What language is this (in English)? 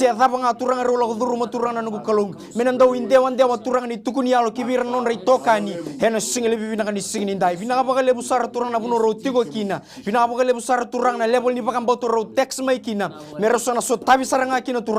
Fijian